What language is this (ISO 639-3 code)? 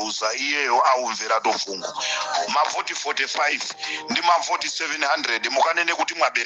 nya